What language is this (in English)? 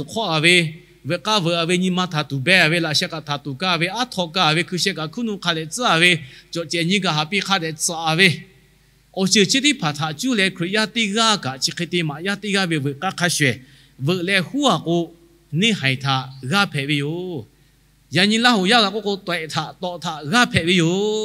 Lahu